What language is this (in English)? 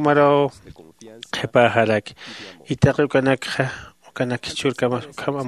Aymara